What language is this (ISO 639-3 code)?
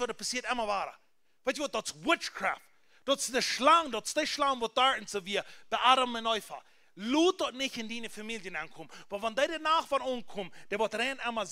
pdt